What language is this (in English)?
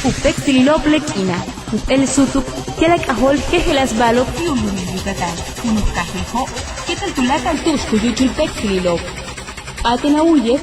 Yucateco